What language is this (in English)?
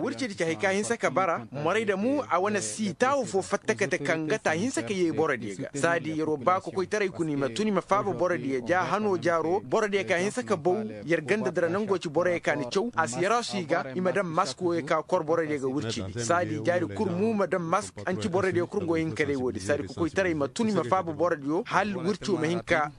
Koyraboro Senni